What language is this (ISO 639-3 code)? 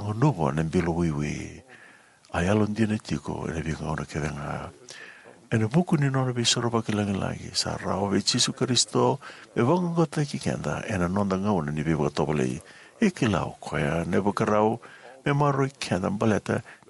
fij